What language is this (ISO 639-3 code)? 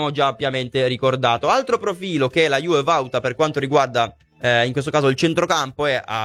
ita